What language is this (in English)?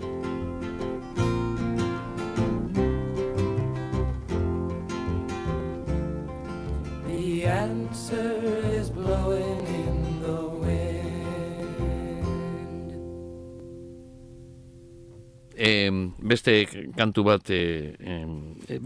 Basque